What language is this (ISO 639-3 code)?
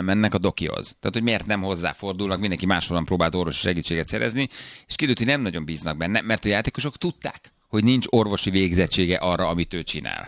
hun